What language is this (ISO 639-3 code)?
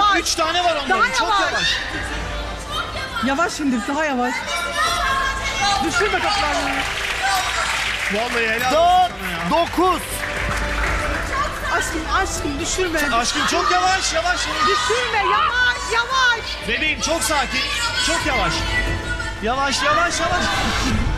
tur